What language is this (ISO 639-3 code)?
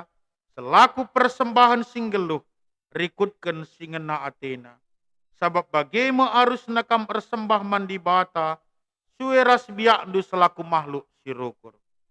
btx